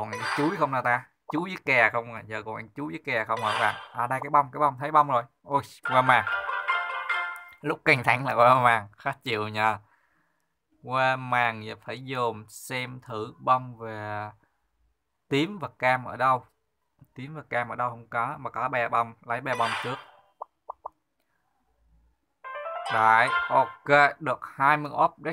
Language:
Vietnamese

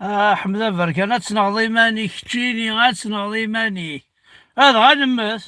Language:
Kabyle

